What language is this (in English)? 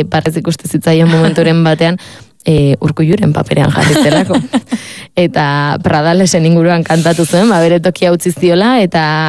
Basque